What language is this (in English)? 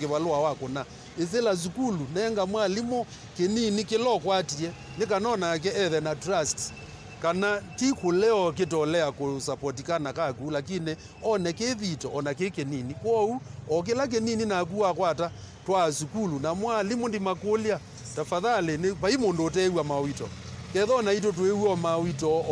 Kamba